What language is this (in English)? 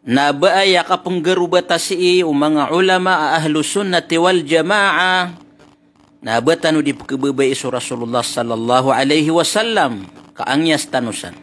Maranao